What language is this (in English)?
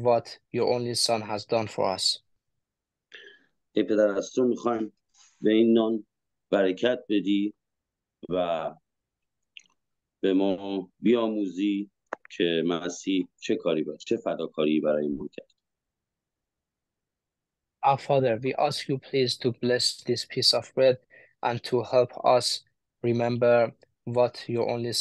Persian